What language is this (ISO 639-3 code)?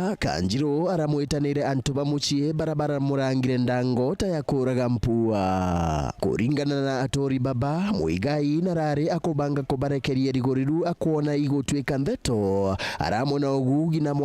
mer